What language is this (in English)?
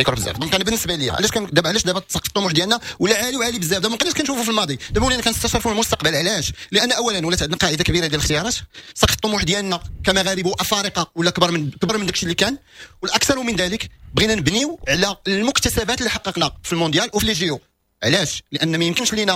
Moroccan Arabic